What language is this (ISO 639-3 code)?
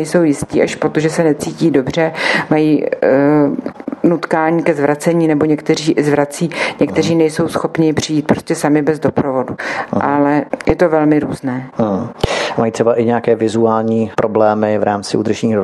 ces